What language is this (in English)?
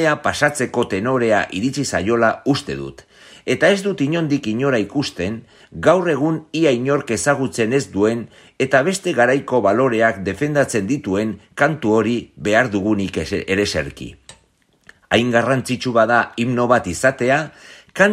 Basque